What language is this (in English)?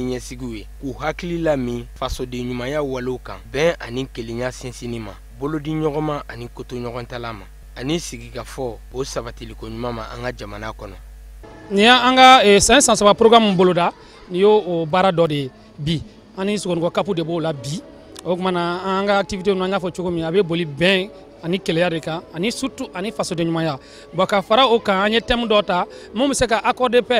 Bambara